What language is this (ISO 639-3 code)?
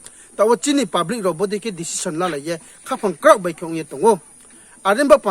ria